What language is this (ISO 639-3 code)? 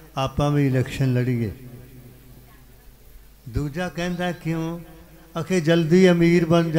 pan